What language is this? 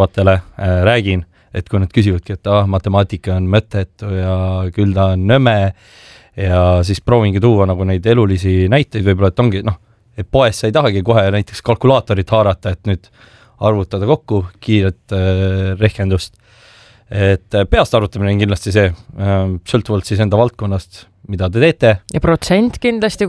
Estonian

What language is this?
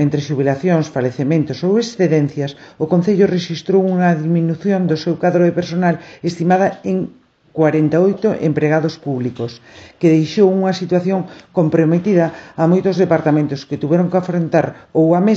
Galician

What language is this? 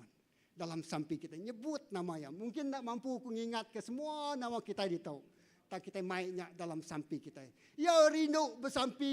Iban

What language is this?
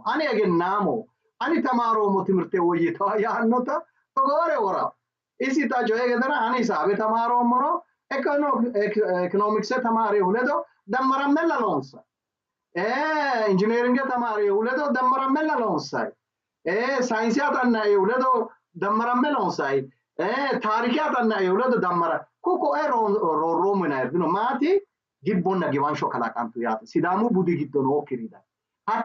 Sidamo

